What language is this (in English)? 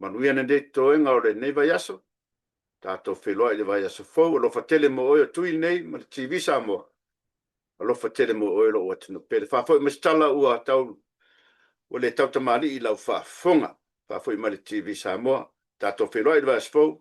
Samoan